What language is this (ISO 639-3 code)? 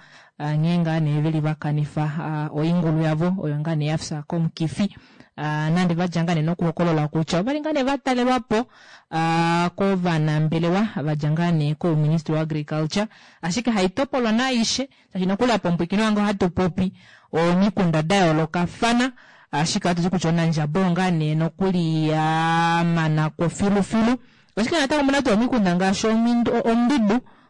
kua